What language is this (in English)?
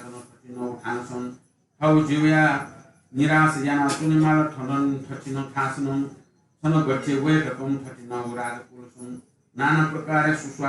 Newari